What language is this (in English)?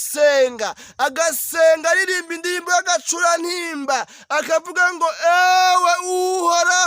Rundi